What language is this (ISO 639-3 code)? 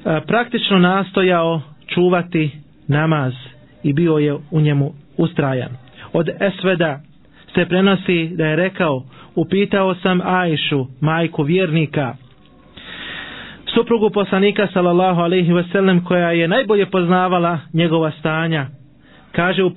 bos